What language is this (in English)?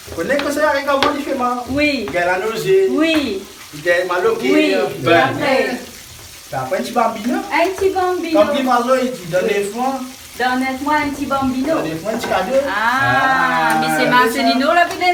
Réunion Creole French